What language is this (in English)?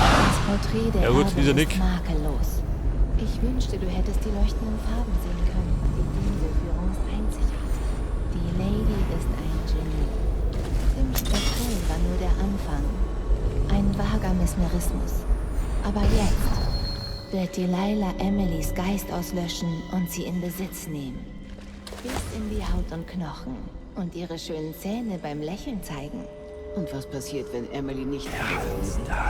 Bavarian